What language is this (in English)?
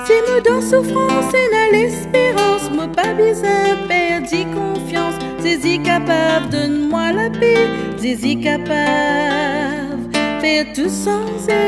Morisyen